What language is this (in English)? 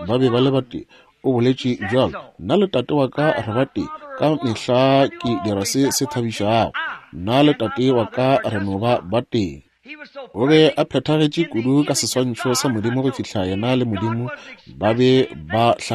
Northern Sotho